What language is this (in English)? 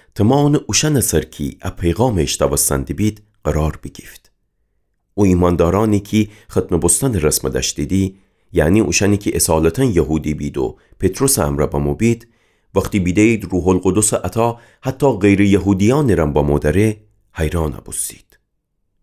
Gilaki